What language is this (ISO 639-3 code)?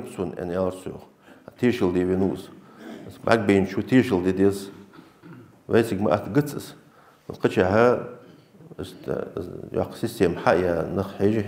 inh